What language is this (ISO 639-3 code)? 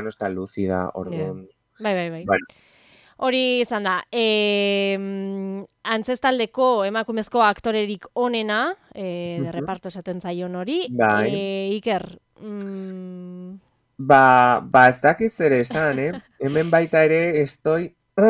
eus